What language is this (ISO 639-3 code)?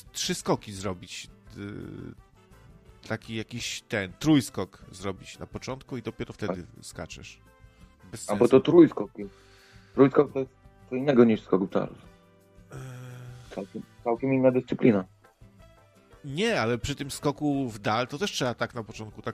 pol